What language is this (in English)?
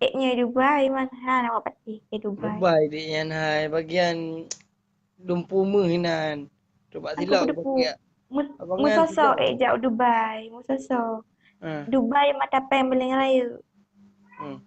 Achinese